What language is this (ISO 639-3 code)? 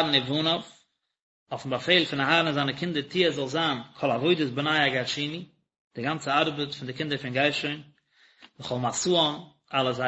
yid